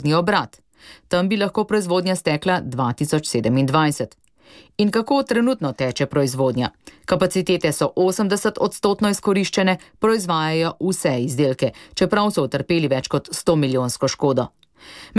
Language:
Slovenian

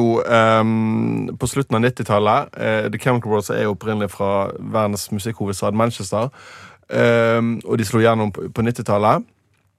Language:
Norwegian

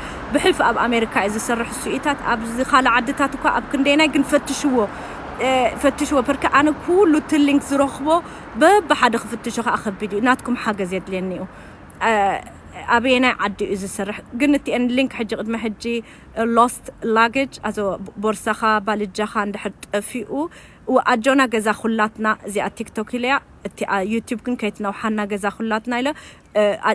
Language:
Tigrinya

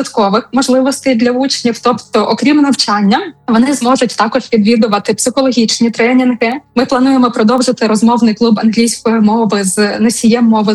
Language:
Ukrainian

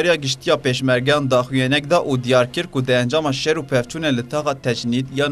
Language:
Kurdish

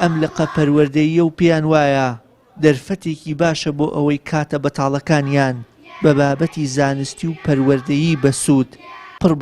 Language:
Central Kurdish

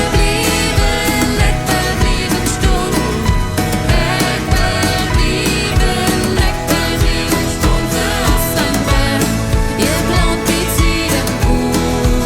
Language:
Plautdietsch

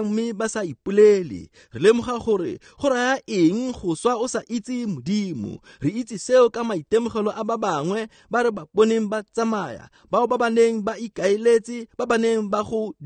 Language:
Tswana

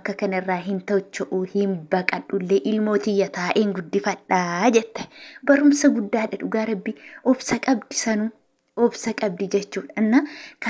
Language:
Oromo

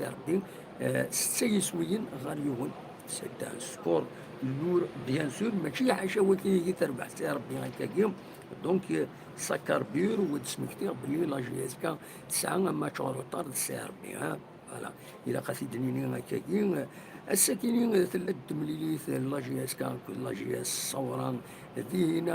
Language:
Kabyle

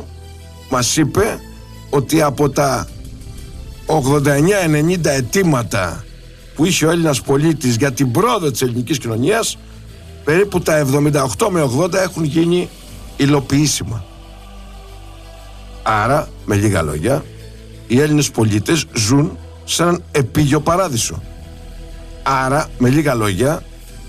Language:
Greek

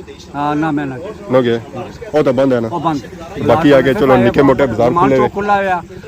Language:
Pahari-Potwari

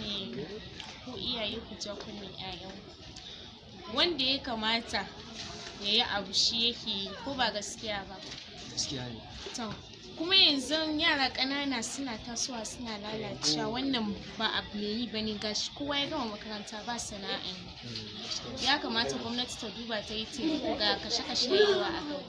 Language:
Hausa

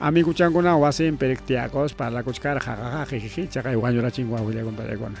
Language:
Ayacucho Quechua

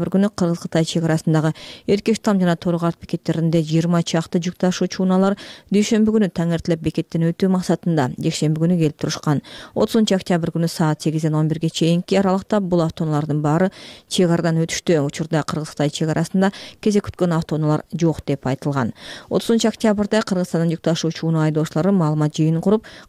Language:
Kyrgyz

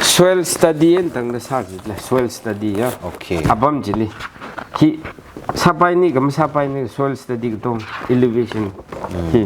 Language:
Tangkhul Naga (India)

